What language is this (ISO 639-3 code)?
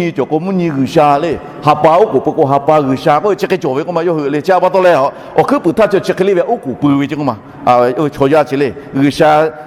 lhu